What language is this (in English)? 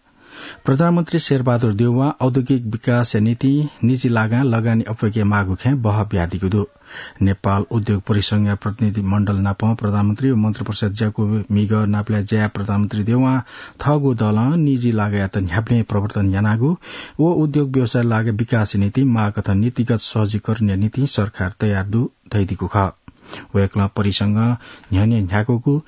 Newari